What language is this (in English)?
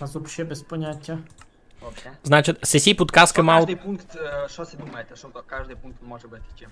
Rusyn